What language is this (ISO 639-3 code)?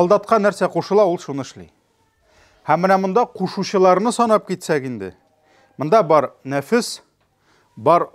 tat